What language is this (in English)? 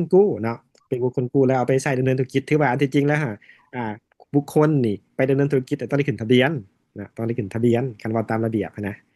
Lao